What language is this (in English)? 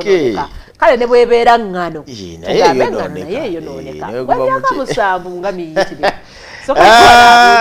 Ganda